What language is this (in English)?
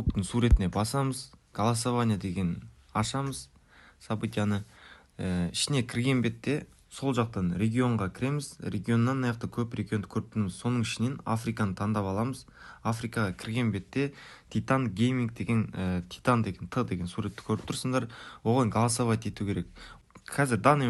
Kara-Kalpak